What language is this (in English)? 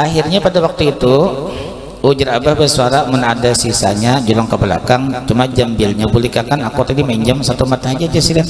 Banjar